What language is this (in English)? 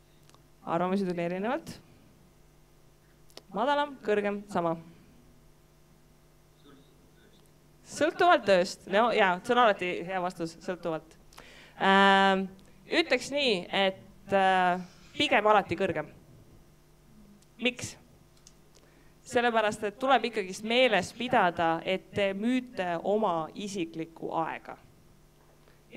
Estonian